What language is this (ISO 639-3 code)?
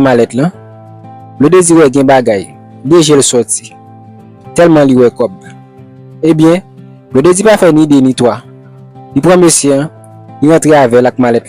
hat